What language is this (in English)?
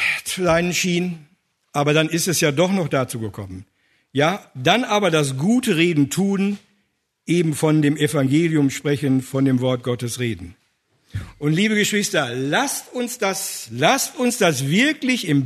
German